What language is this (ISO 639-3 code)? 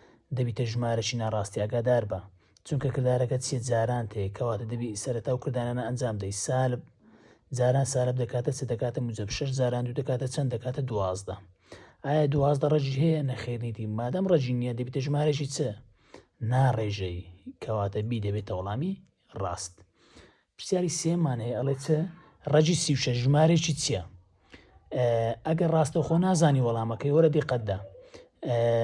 ckb